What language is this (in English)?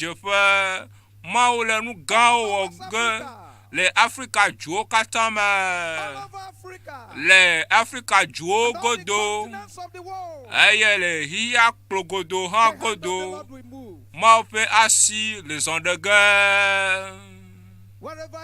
Ewe